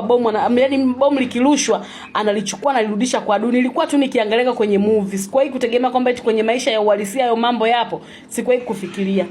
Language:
Swahili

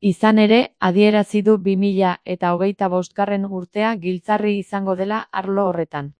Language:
Basque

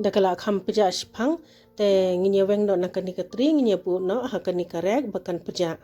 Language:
Khasi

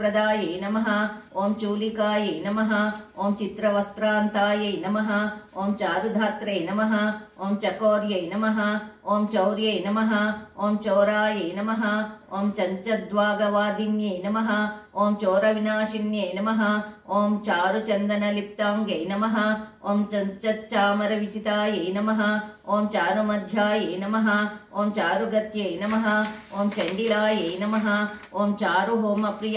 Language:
Sanskrit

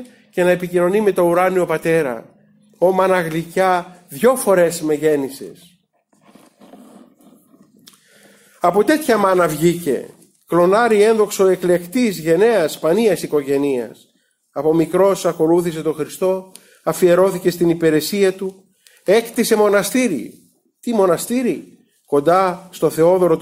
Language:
Greek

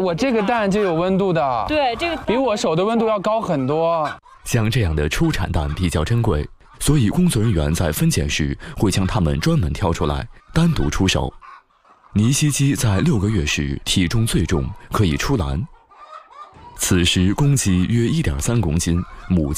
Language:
Chinese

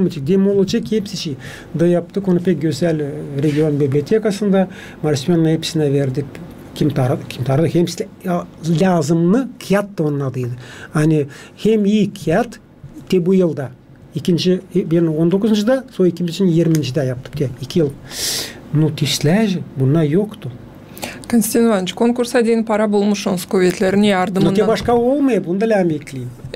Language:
Gagauz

